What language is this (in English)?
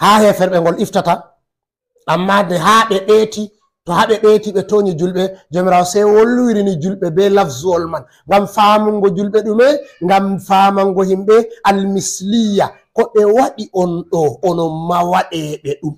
Fula